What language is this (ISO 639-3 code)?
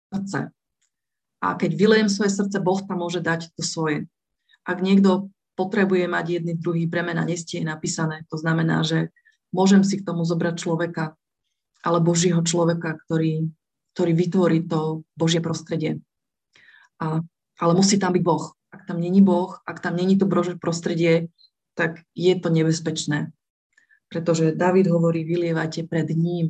slk